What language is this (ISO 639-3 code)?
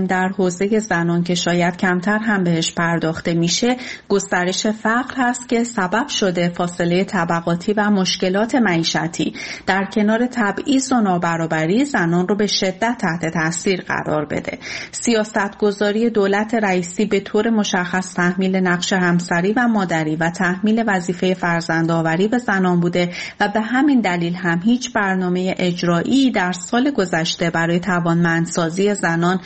fas